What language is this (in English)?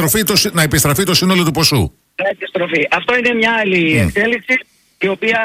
Greek